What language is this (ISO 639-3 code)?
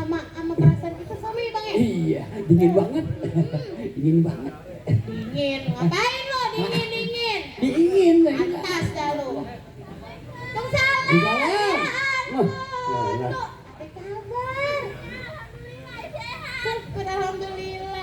bew